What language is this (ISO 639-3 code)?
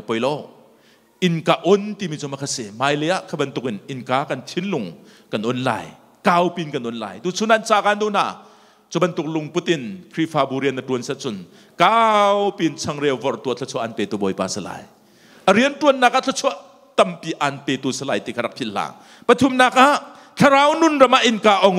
cnh